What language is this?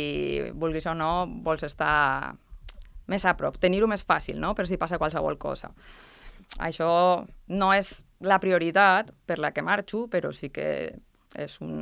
Catalan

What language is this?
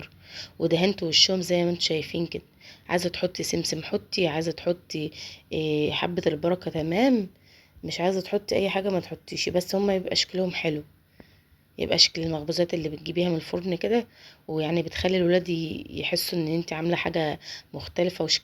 Egyptian Arabic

